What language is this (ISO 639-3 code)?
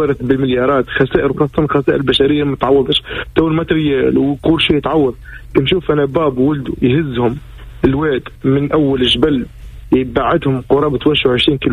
aeb